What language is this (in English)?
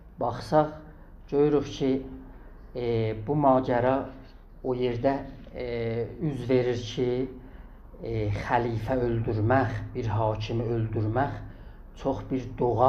South Azerbaijani